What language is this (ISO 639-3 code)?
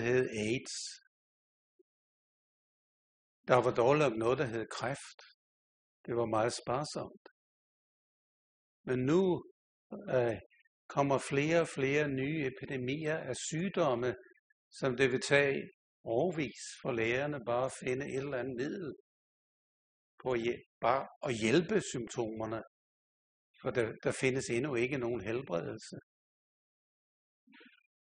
dan